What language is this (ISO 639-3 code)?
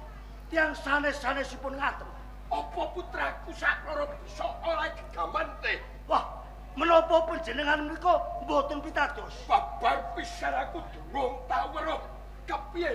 jav